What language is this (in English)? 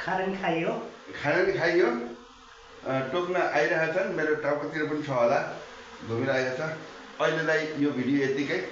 Nepali